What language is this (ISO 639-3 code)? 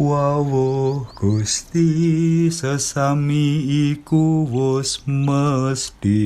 jav